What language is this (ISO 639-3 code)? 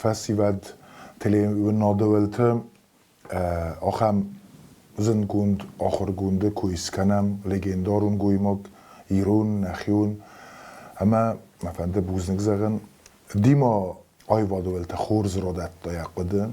oss